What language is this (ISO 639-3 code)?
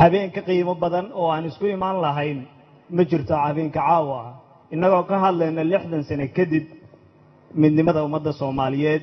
som